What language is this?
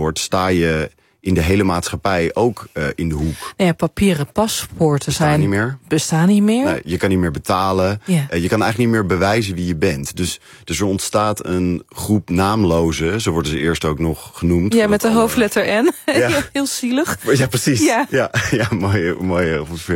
Dutch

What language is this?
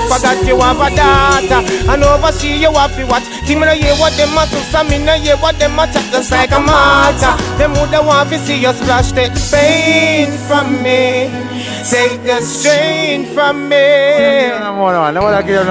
Jamaican Creole English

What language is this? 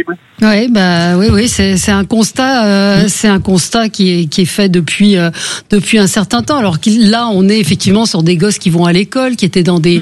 French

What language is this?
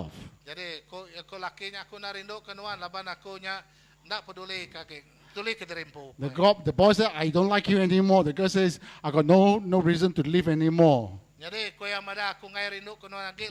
Iban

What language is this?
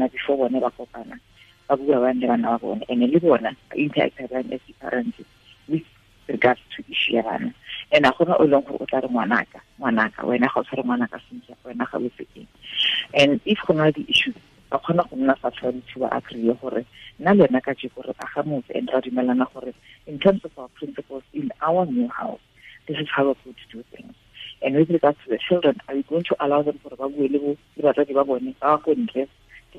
Tswana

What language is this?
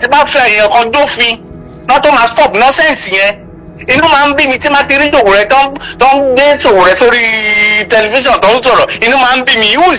Yoruba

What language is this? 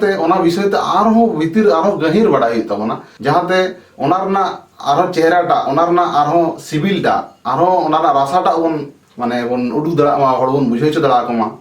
Santali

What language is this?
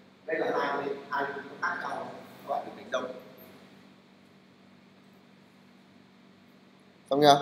Vietnamese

